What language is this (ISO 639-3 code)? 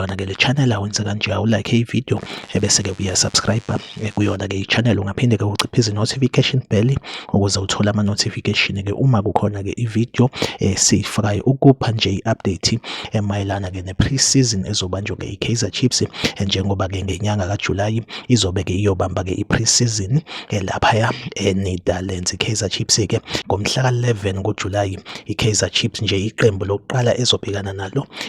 zul